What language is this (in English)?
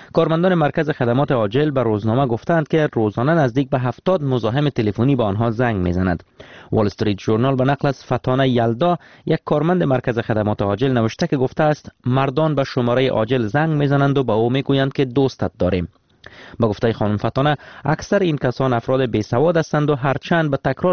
Persian